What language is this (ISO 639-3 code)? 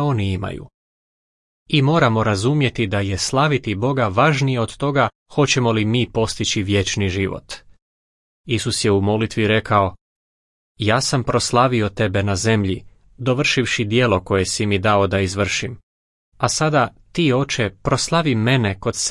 hrv